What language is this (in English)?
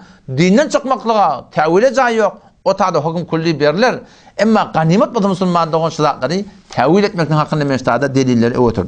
Turkmen